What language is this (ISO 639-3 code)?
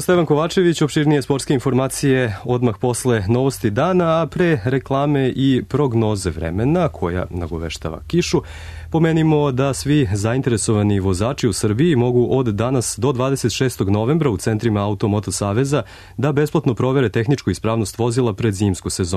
srp